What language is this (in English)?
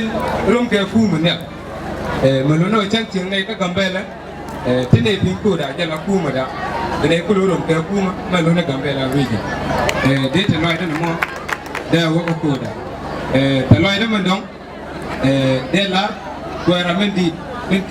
Nuer